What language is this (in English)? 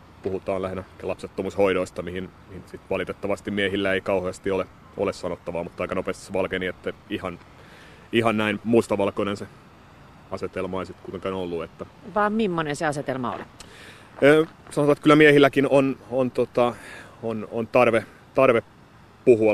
Finnish